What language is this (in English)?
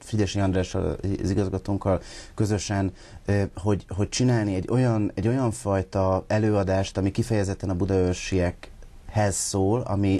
Hungarian